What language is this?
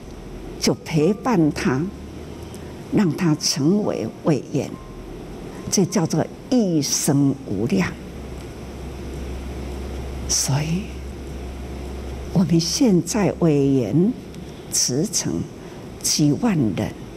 Chinese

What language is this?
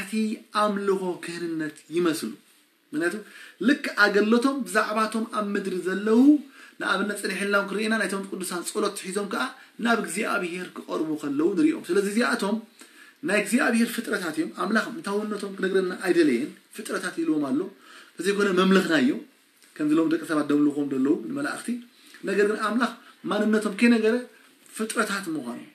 Tigrinya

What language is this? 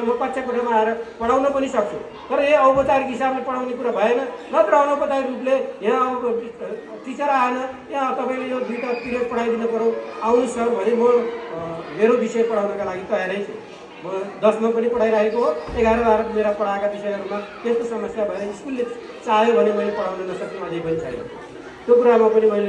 Nepali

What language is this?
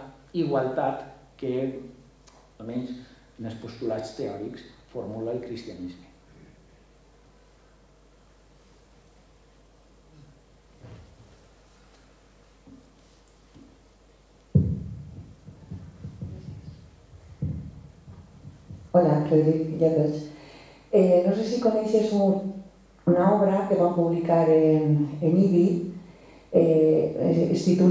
Catalan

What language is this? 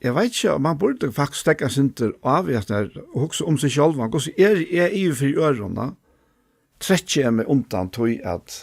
Faroese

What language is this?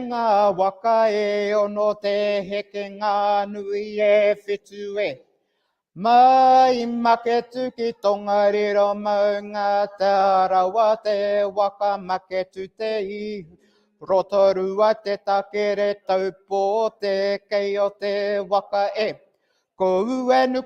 Māori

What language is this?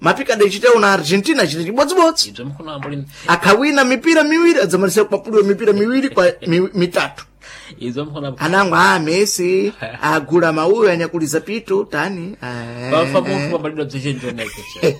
Sena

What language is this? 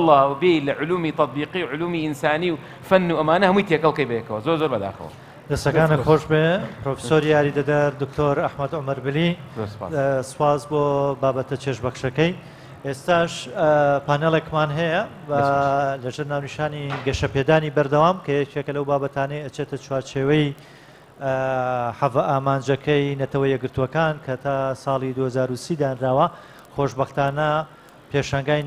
Central Kurdish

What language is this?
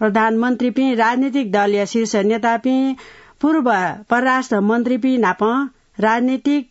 Newari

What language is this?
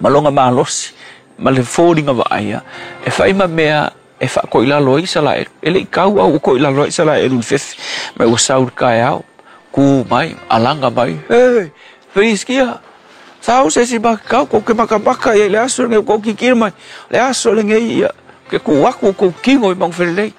Samoan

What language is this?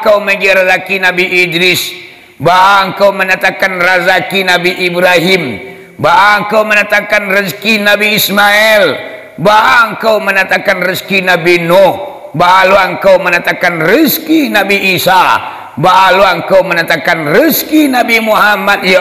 Minangkabau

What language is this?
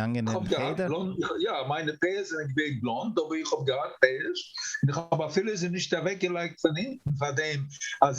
Yiddish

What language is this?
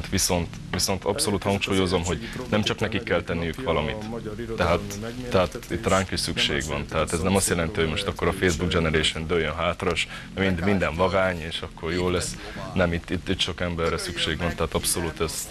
Hungarian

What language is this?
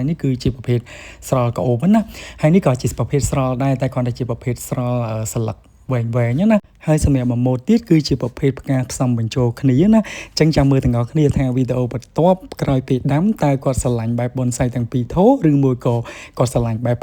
Khmer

